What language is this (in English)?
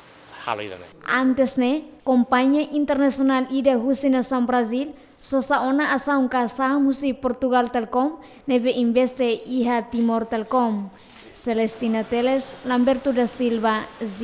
Tetum